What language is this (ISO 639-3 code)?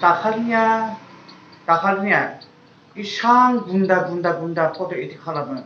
brx